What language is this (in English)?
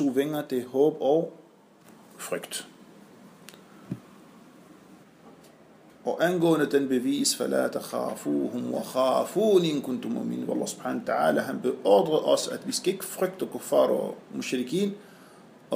Danish